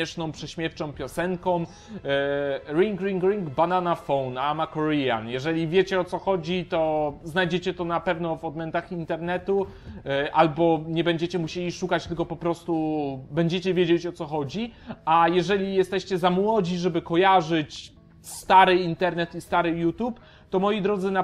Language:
Polish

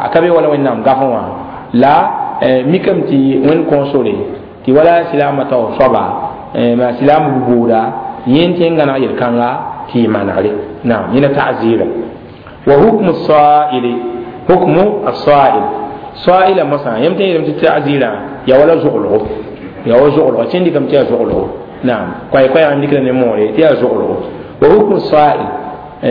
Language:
Mossi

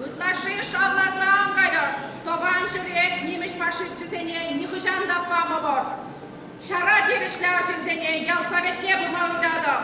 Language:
Chuvash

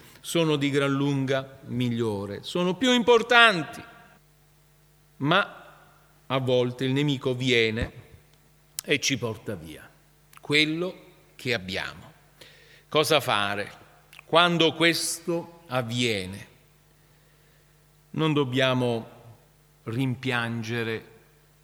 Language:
Italian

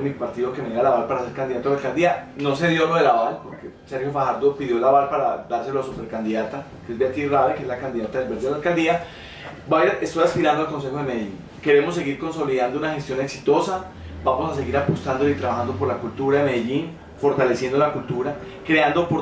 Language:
Spanish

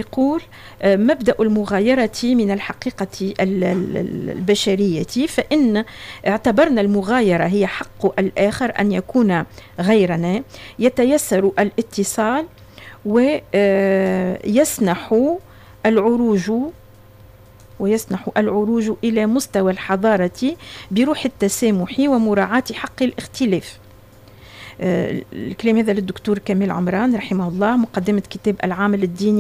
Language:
Tunisian Arabic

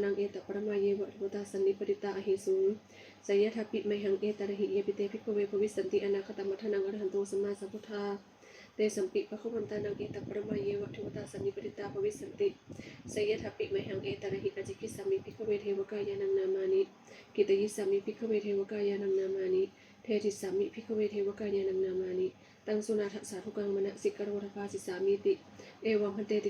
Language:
Pali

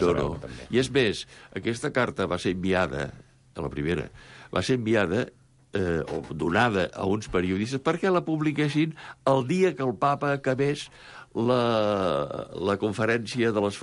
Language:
Catalan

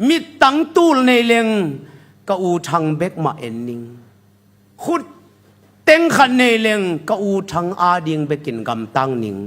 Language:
Tedim Chin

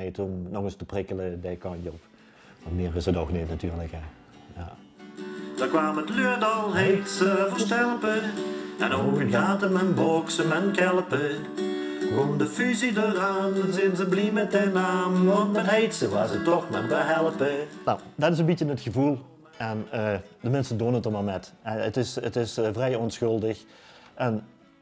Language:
Limburgish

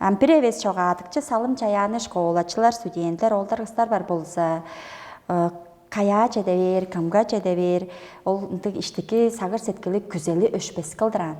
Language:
Tuvinian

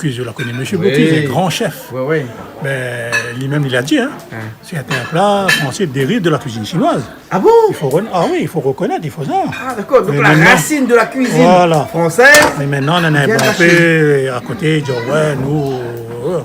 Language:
Réunion Creole French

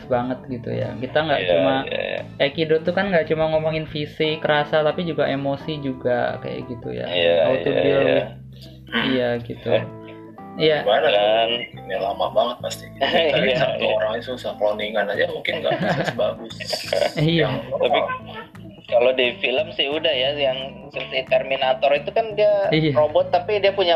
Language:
Indonesian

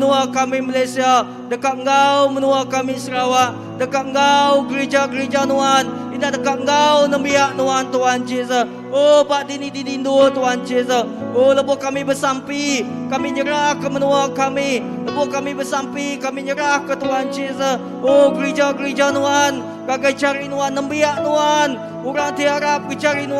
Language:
Iban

